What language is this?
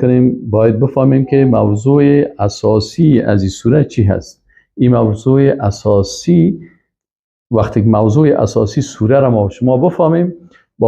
Persian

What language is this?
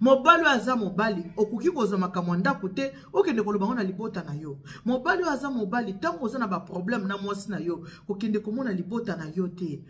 Lingala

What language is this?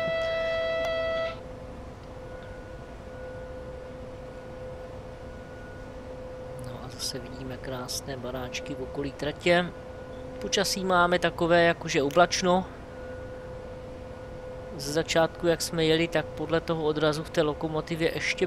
Czech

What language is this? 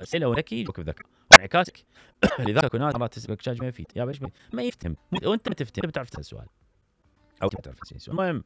Mesopotamian Arabic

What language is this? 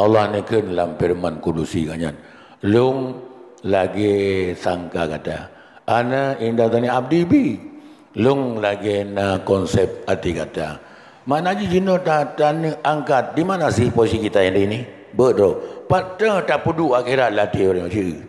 Achinese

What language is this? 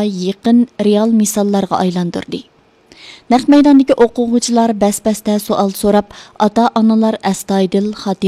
Uyghur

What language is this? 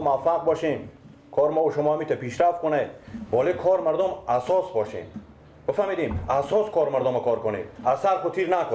Persian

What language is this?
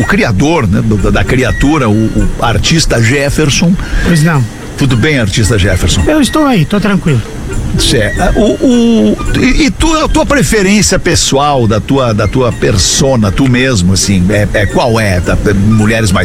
Portuguese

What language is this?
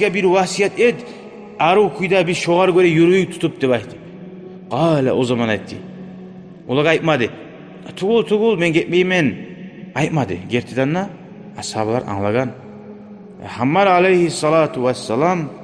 Kumyk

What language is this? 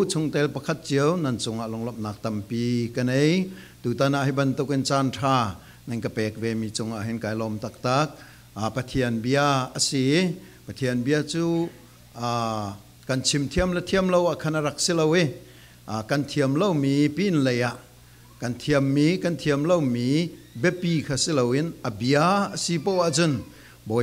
Falam Chin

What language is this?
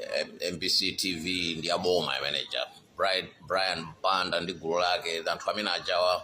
Nyanja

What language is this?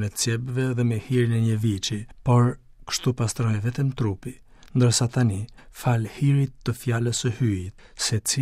Albanian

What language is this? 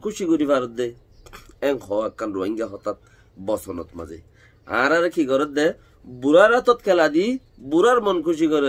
Rohingya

